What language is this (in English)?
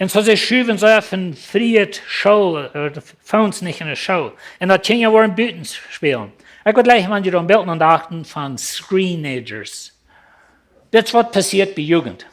Plautdietsch